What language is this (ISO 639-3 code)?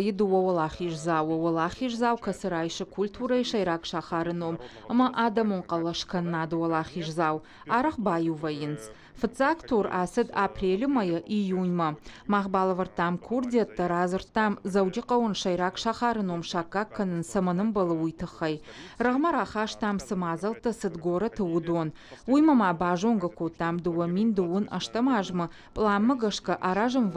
oss